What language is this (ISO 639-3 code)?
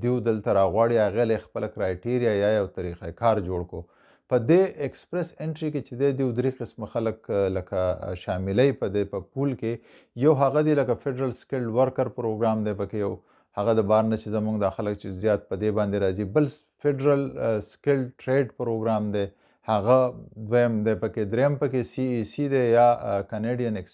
pus